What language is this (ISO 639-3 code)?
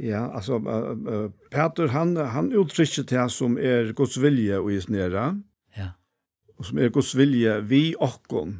fao